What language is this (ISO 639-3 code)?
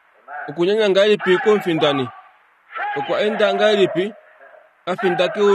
kua